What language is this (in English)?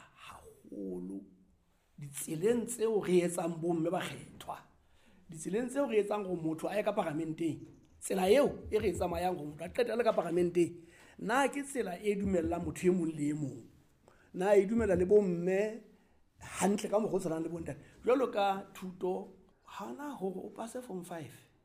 Southern Sotho